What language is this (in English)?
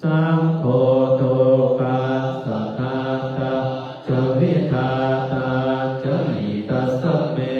Pali